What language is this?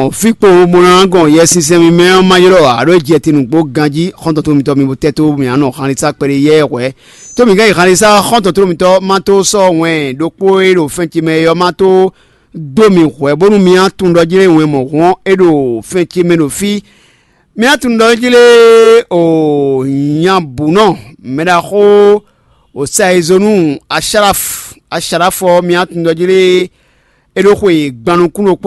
Fon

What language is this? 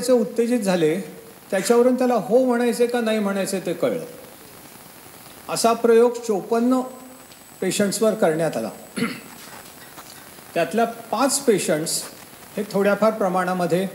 Marathi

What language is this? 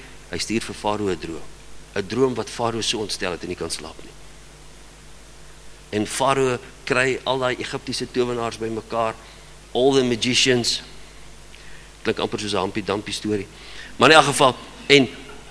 Afrikaans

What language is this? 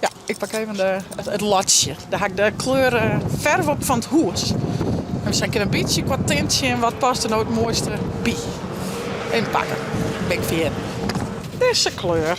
Western Frisian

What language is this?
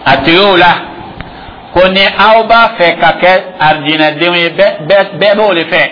Dyula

